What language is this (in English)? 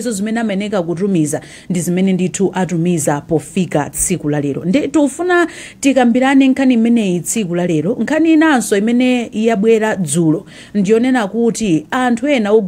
Nyanja